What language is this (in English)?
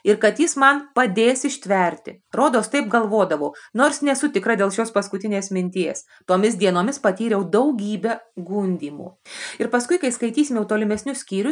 Lithuanian